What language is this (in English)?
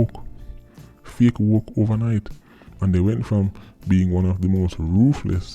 Jamaican Creole English